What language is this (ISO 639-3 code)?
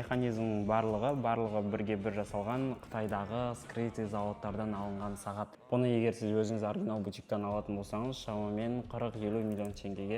kaz